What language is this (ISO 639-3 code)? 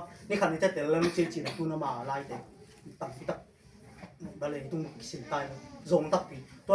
ctd